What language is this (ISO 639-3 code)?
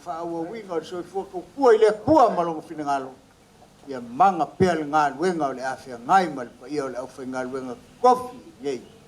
smo